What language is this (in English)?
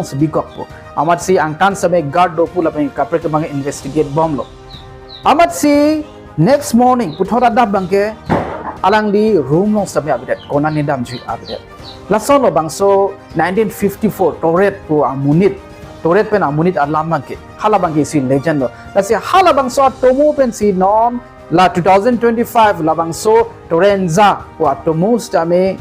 Karbi